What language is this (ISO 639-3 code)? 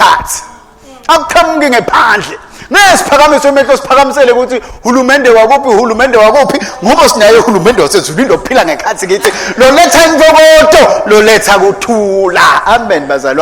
ssw